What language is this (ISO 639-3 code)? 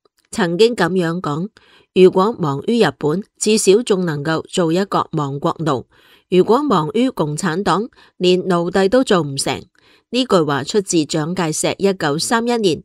yue